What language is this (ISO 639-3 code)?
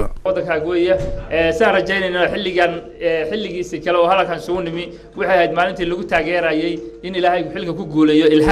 som